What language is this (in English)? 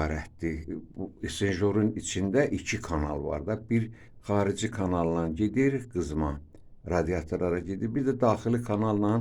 Azerbaijani